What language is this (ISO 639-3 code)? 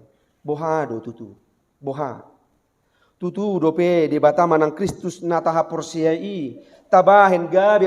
bbc